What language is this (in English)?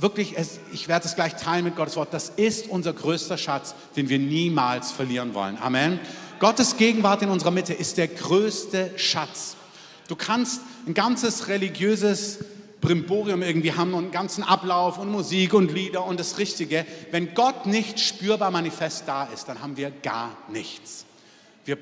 German